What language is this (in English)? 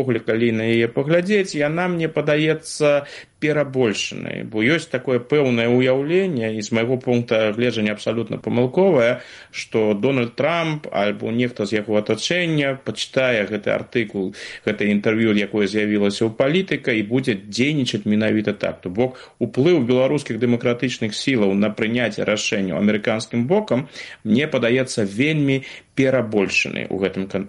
Belarusian